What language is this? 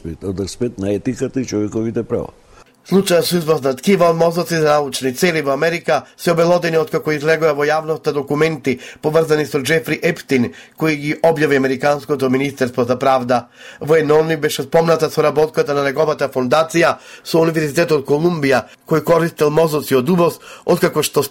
Macedonian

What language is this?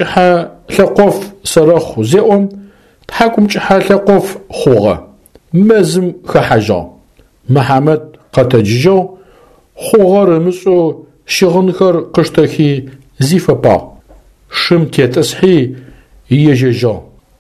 Adyghe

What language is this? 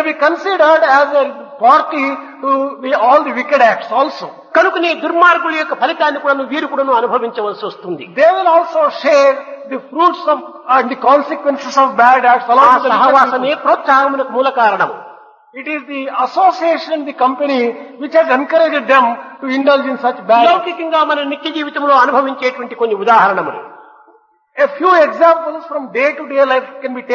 Telugu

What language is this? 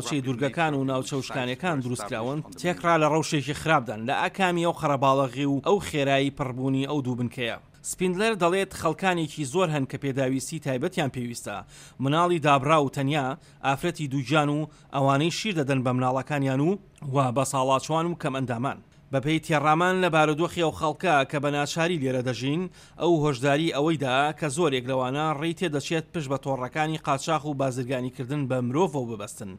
Central Kurdish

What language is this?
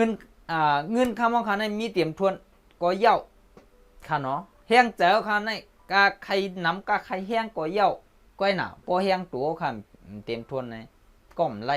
Shan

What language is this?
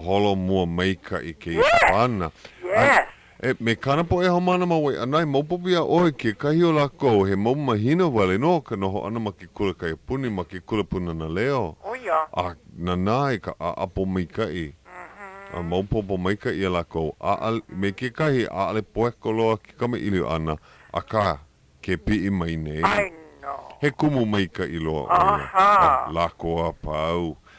Hawaiian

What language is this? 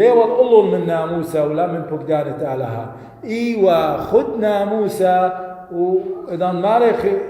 Assyrian Neo-Aramaic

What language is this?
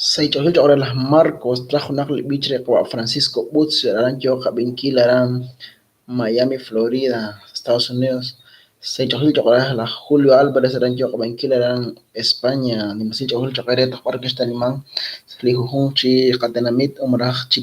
Kekchí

